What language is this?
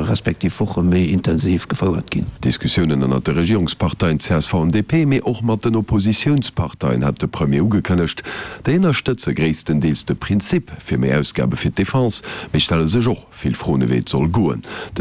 Luxembourgish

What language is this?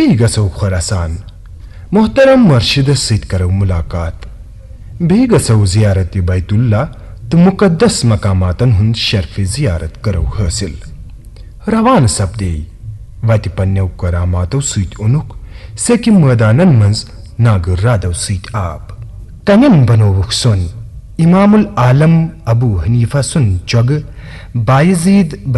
Kashmiri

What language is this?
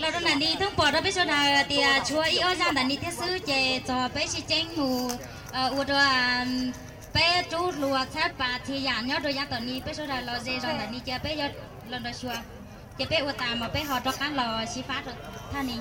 Hmong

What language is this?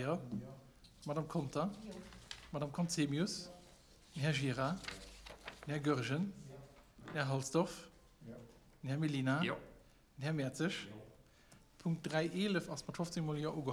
Luxembourgish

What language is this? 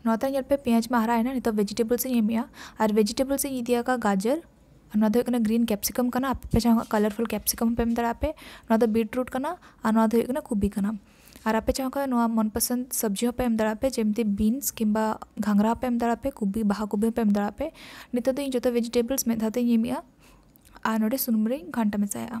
Santali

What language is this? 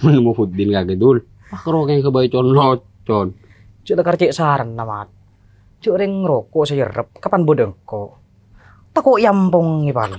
Madurese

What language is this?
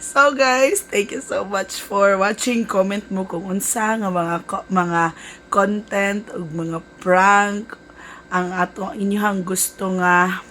Cebuano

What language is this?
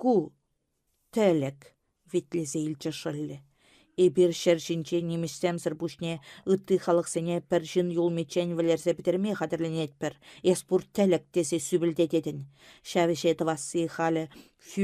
Chuvash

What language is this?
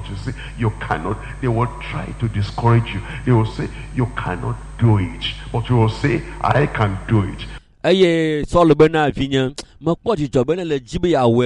Ewe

